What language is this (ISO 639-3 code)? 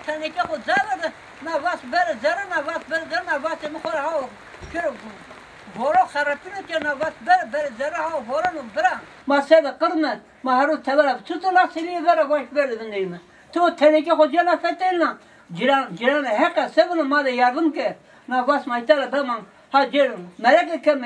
zza